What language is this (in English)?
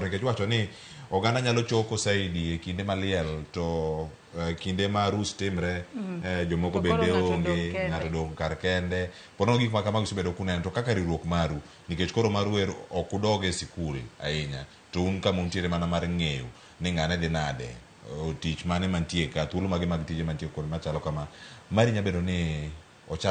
Luo (Kenya and Tanzania)